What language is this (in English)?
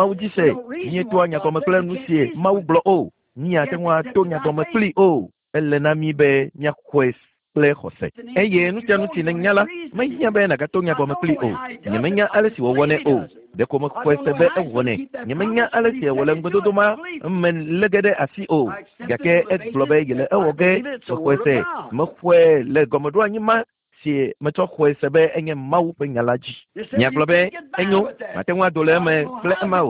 Ewe